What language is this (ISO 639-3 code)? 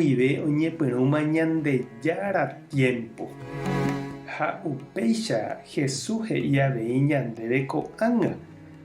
grn